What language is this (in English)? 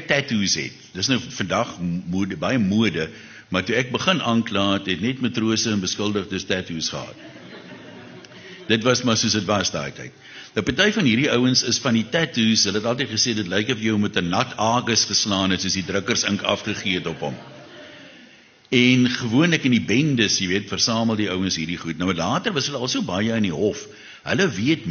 Afrikaans